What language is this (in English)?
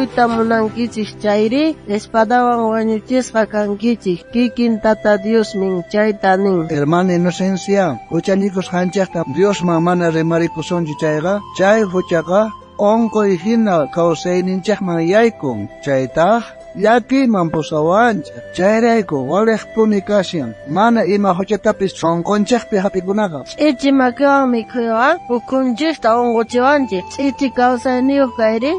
South Bolivian Quechua